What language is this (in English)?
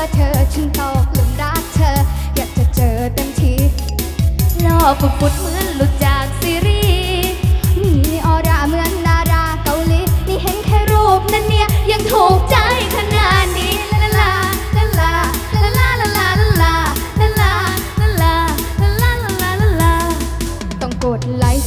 Thai